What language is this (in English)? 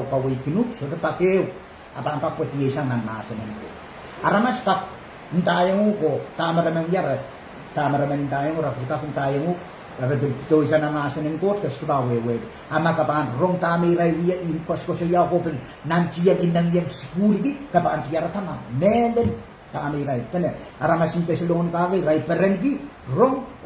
Pohnpeian